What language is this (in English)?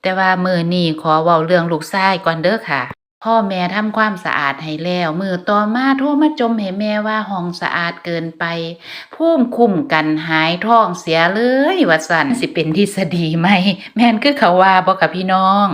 Lao